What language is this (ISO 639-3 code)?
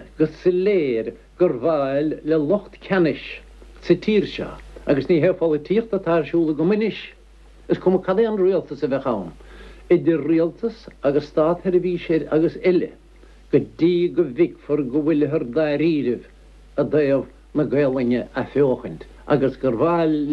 gle